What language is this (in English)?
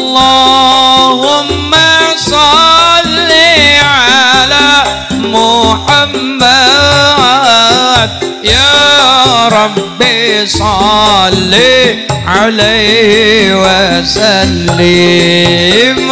Javanese